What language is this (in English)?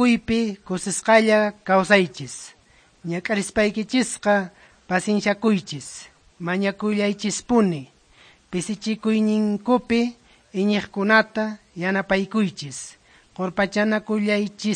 Quechua